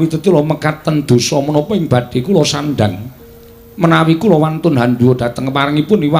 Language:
Javanese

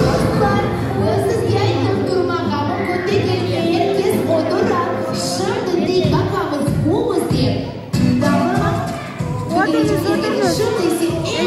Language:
Crimean Tatar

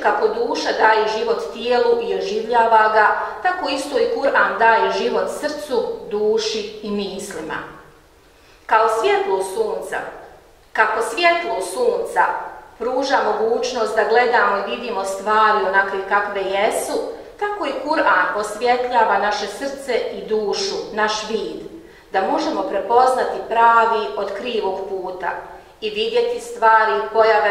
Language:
Bosnian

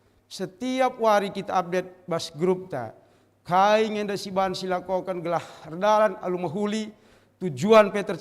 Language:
Batak Karo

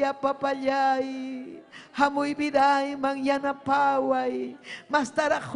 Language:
Ayacucho Quechua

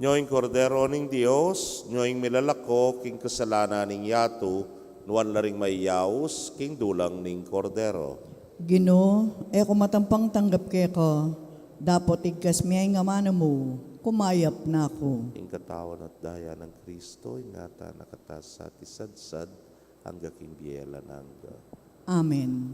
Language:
Pampanga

